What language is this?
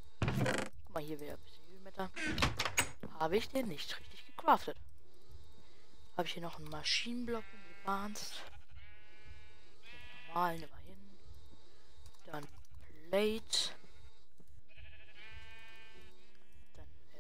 German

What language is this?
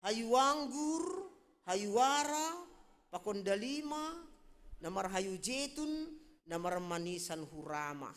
Batak Simalungun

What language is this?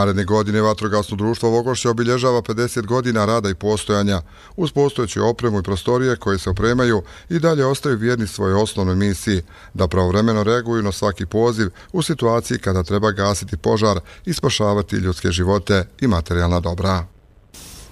Bosnian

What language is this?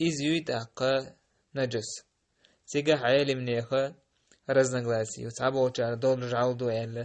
Chechen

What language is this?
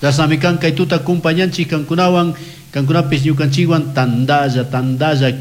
Chimborazo Highland Quichua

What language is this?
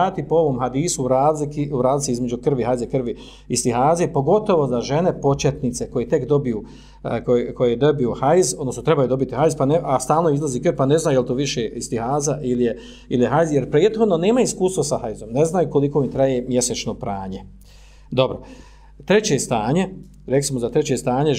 Bosnian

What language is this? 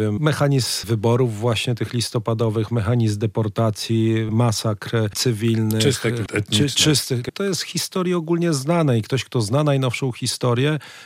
Polish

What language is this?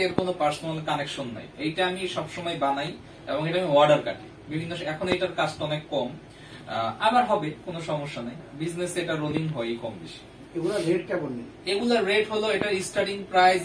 Bangla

